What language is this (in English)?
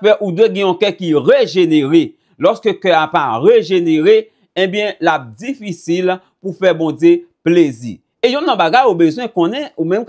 Haitian Creole